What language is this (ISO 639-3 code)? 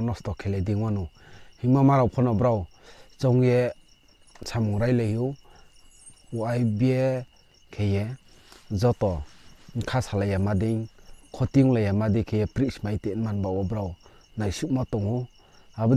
ria